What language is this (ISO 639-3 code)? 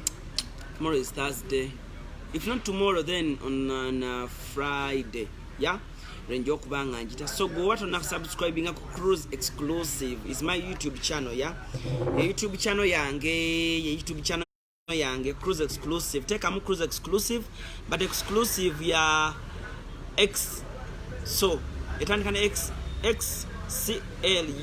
lug